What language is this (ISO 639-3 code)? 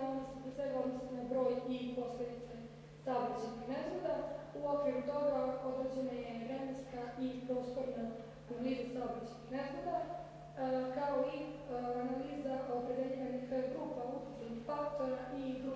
srp